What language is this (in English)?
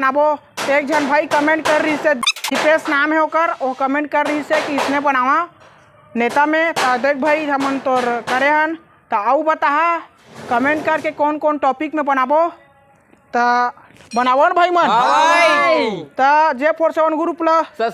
Chhattisgarhi